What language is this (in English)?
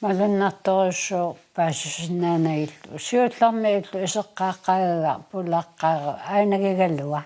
Kalaallisut